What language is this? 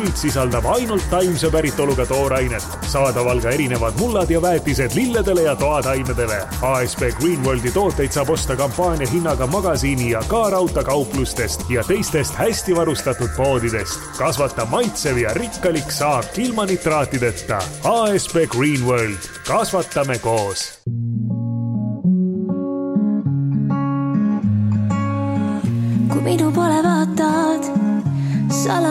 Estonian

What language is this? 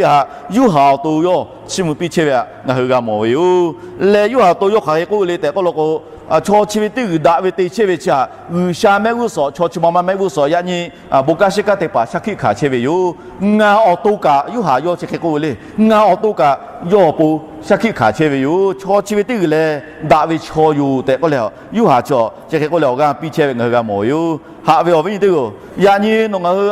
Lahu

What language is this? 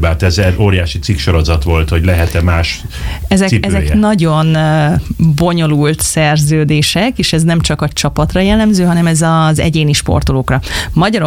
Hungarian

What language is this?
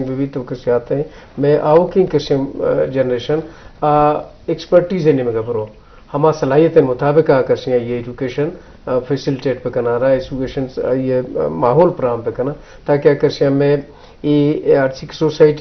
Eastern Balochi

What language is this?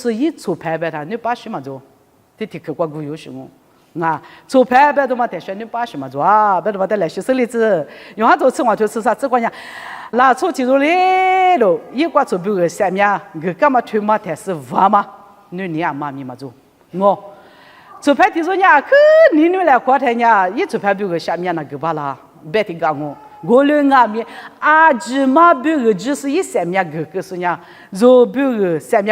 Lisu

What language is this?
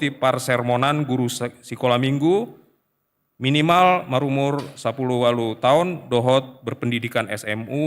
Batak Toba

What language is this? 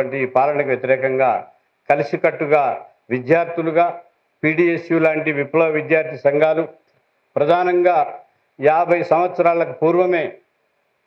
Telugu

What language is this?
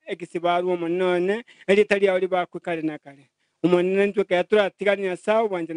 Gusii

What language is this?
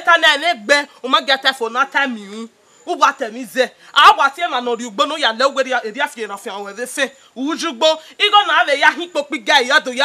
Bini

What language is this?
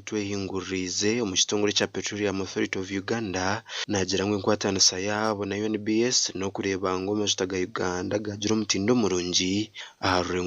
Nyankole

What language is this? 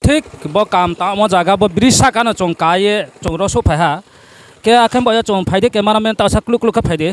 Riang (India)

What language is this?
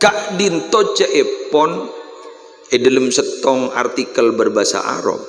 Madurese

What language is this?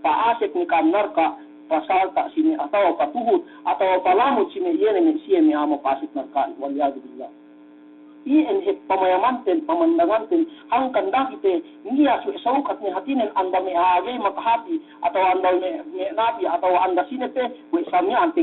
Yakan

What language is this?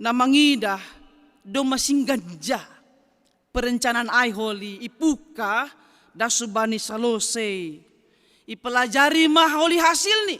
Batak Simalungun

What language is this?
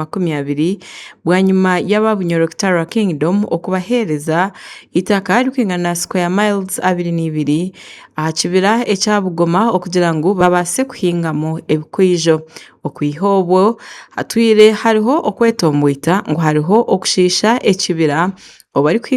Nyankole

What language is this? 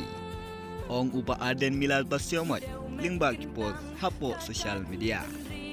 Khasi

